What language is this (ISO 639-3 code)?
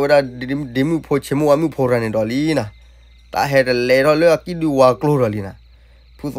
ksw